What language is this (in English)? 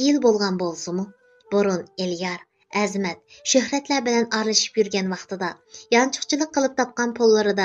Uyghur